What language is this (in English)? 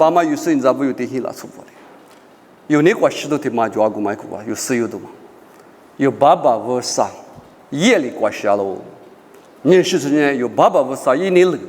Lisu